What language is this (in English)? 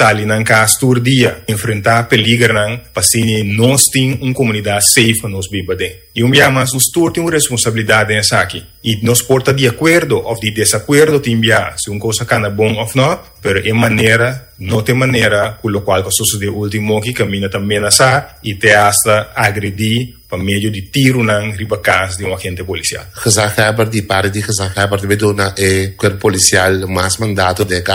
Papiamento